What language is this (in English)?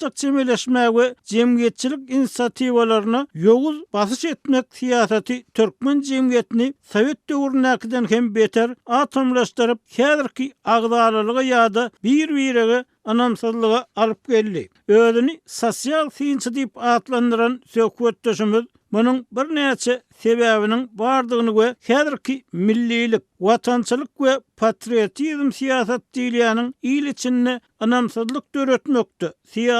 Turkmen